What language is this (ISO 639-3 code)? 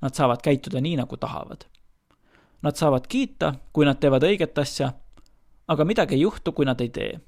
est